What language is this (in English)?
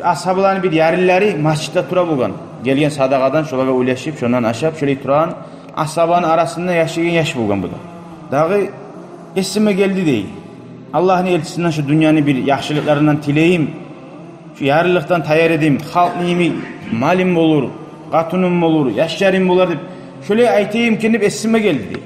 Kumyk